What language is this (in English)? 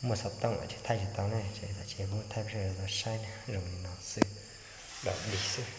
Hmong